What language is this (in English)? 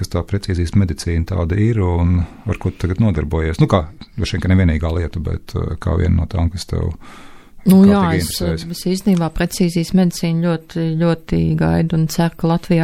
Latvian